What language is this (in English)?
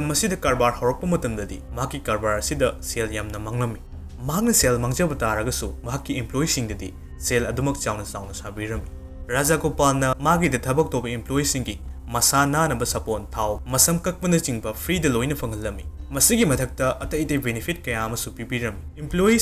Manipuri